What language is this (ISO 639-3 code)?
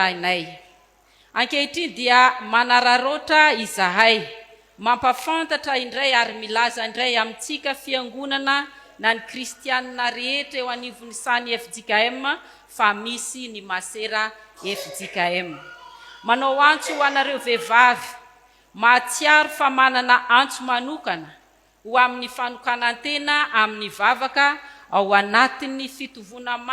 mlg